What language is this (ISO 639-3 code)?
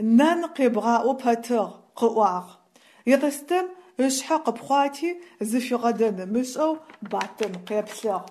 ady